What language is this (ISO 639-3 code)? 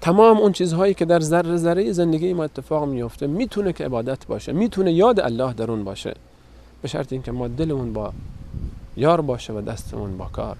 fas